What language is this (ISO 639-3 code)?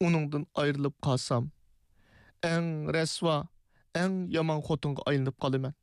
uig